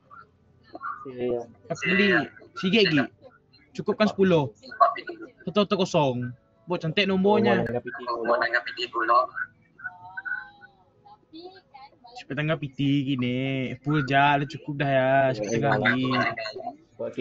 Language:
Malay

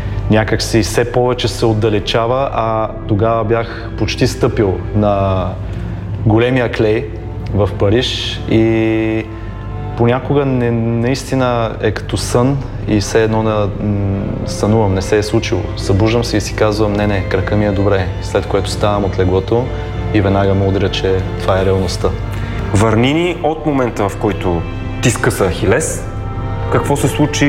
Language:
Bulgarian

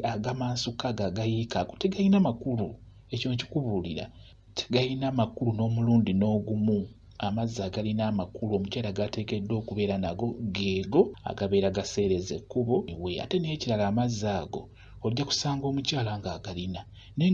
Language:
Ganda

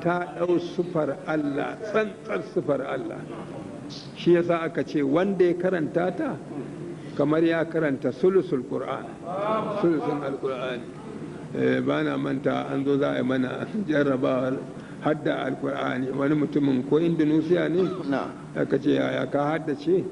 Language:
Hausa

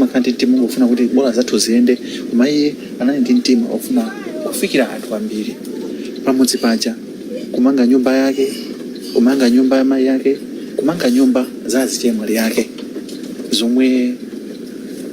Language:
Nyanja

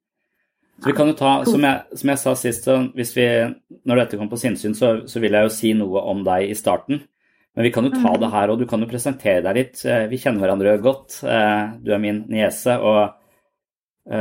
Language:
Norwegian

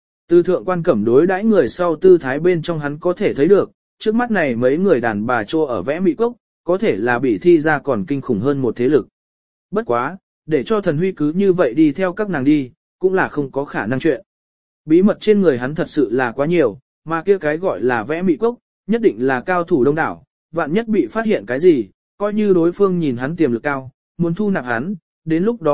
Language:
Vietnamese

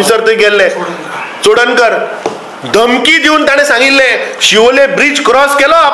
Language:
Konkani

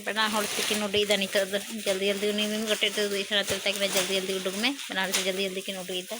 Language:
Santali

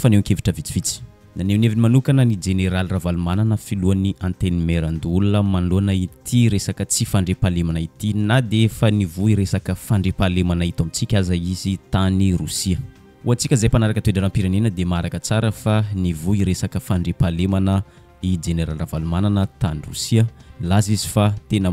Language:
Malagasy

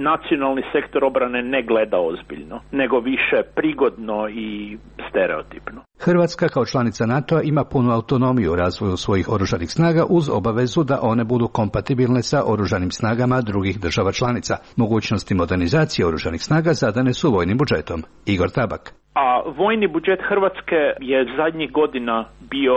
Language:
Croatian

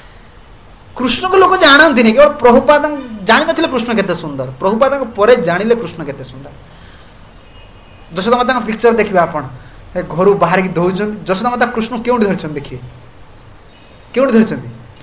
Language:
Odia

